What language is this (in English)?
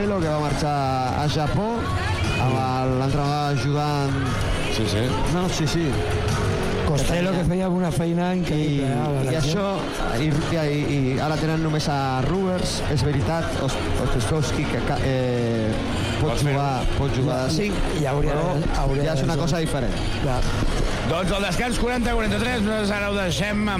Catalan